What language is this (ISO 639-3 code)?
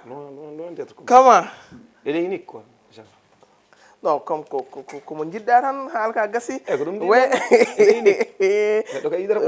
ful